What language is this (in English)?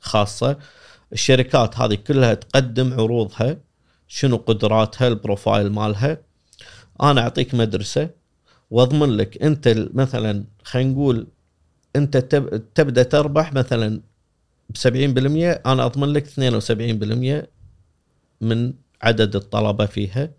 Gulf Arabic